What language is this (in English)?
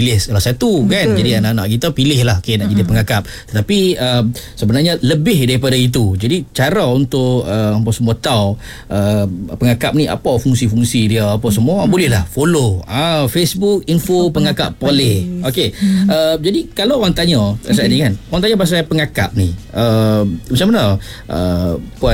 Malay